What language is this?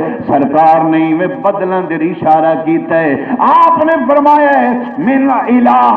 Saraiki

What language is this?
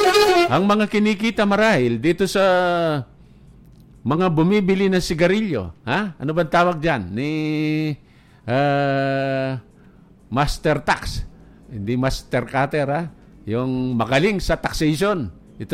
Filipino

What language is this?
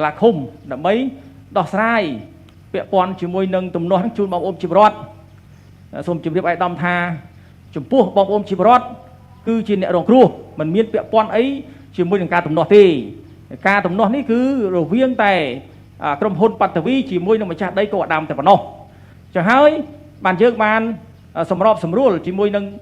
Khmer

